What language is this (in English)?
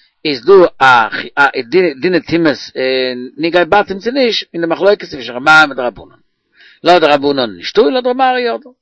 Yiddish